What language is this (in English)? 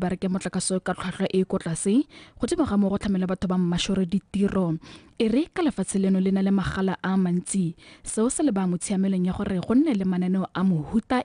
Tswana